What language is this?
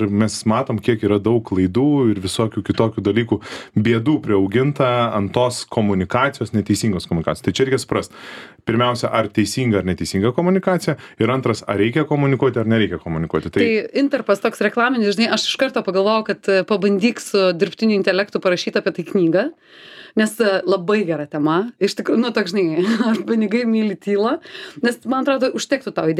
Lithuanian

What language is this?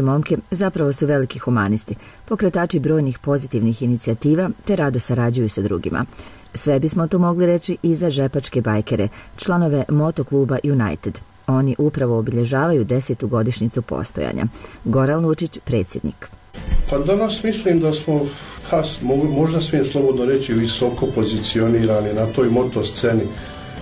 Bosnian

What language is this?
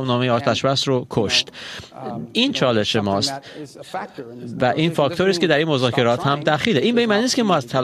Persian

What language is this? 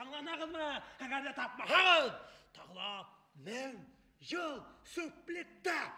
Bashkir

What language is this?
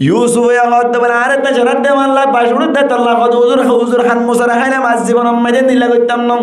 Rohingya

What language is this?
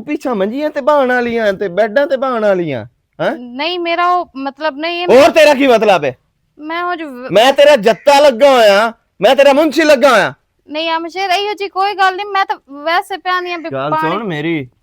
Western Panjabi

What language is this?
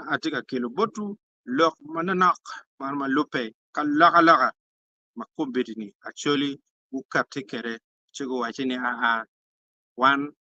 Acoli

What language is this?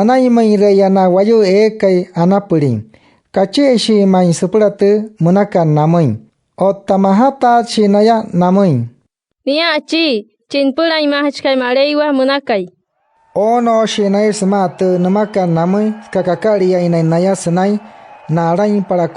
Wayuu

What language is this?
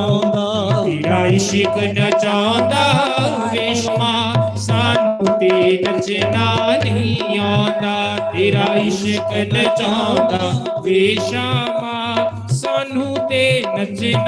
Dogri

